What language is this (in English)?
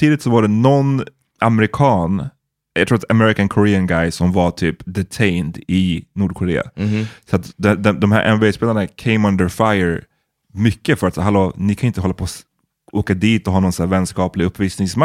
Swedish